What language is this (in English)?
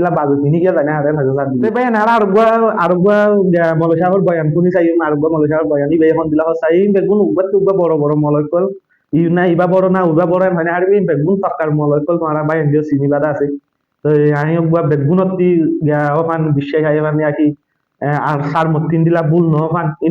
Rohingya